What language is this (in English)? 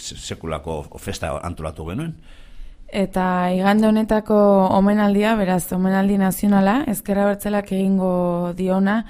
Basque